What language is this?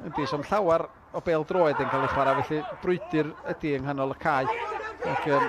Welsh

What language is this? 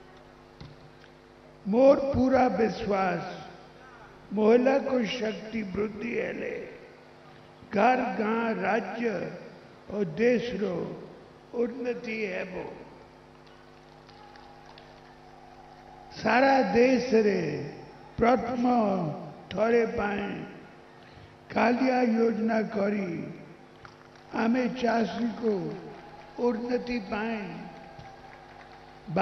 Odia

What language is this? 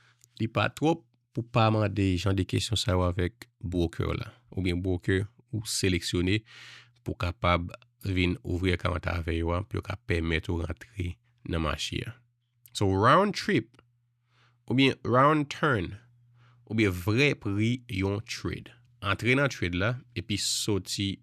Haitian Creole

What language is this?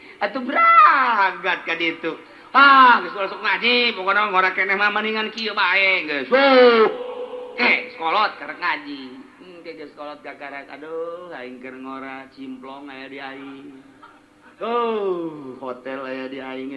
Sundanese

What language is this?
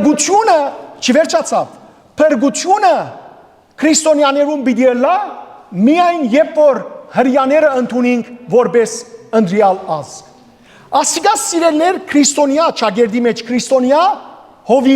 Western Armenian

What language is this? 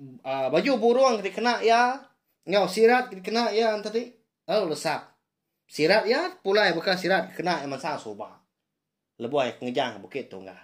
Iban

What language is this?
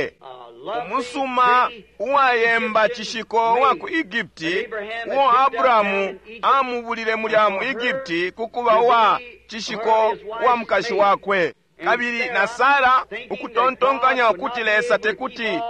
Bemba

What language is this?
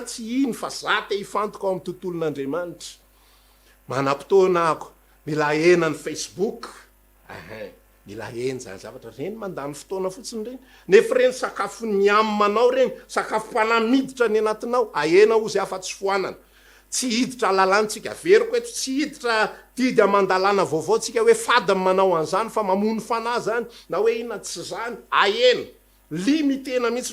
Malagasy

